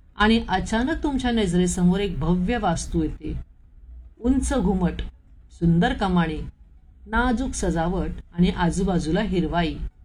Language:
Marathi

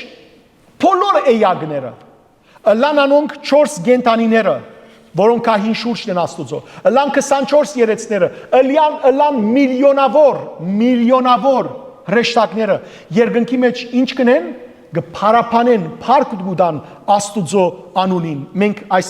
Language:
Western Armenian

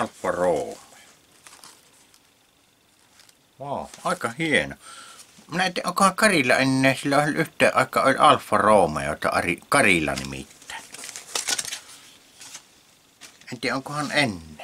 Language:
Finnish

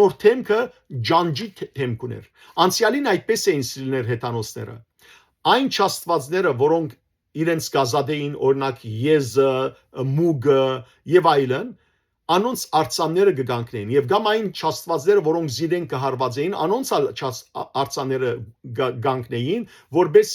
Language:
Western Armenian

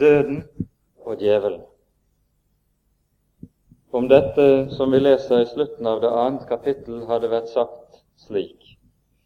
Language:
Norwegian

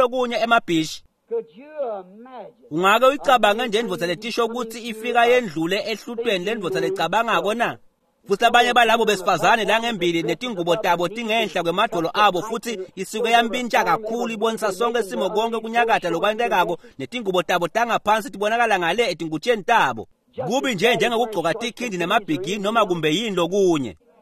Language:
Swati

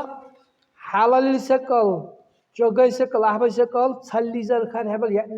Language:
Dargwa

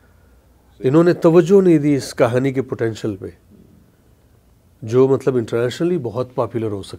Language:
Urdu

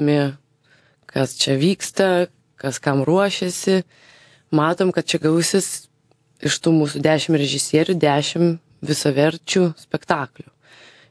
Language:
Lithuanian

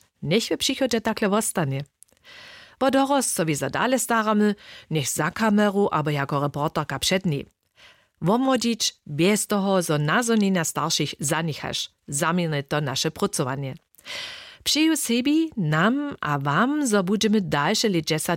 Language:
Upper Sorbian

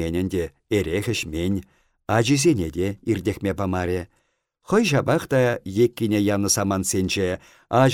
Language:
Chuvash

